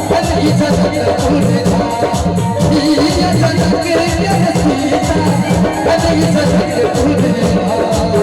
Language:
Maithili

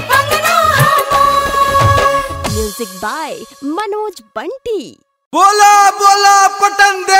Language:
Bhojpuri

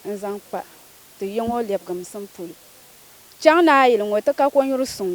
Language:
Dagbani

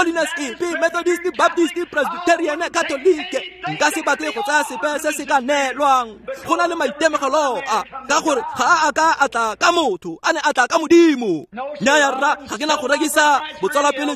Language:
Tswana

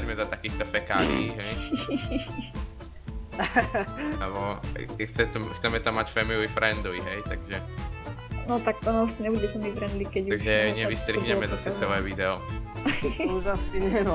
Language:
Slovak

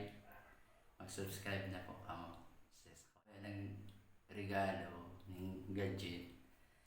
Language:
Bikol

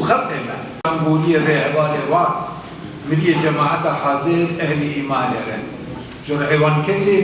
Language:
Kurdish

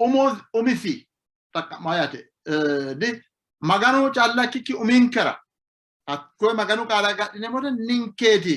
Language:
Sidamo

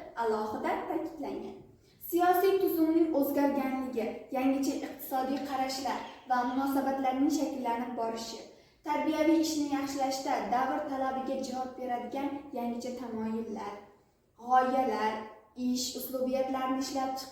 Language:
Uzbek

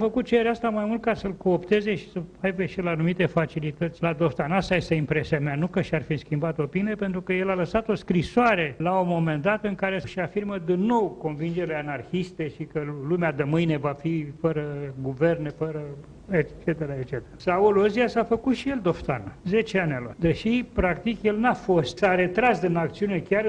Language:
Romanian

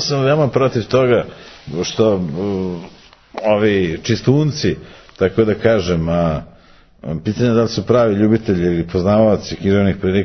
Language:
Serbian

